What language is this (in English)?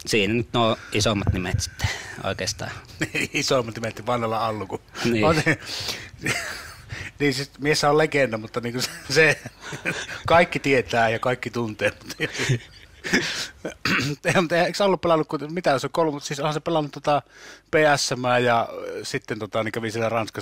Finnish